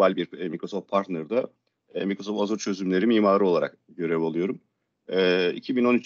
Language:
Turkish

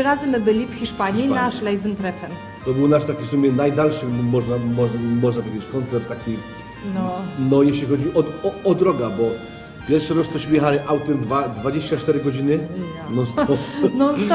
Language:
Silesian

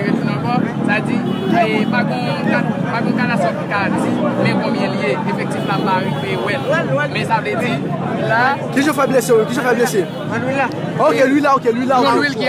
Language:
Haitian Creole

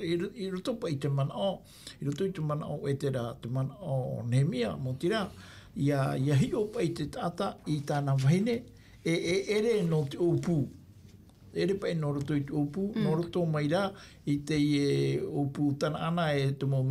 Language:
Tahitian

